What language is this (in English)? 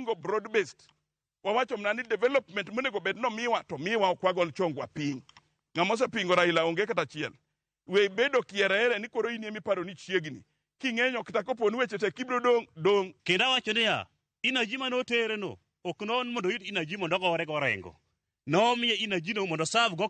Luo (Kenya and Tanzania)